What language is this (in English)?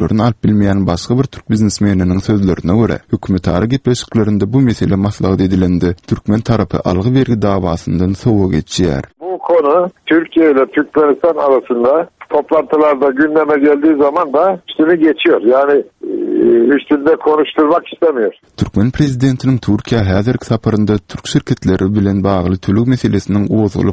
Turkmen